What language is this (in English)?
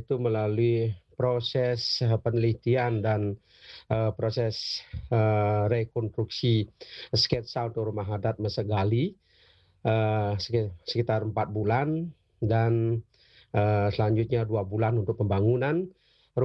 Indonesian